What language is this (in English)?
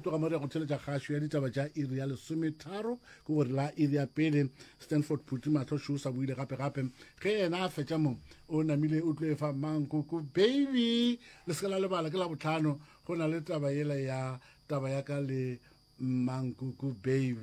Northern Sotho